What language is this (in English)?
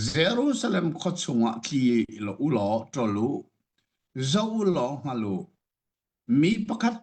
Hakha Chin